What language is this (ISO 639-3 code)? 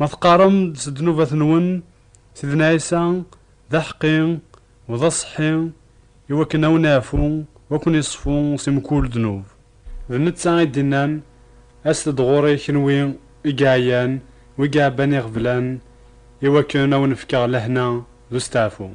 kab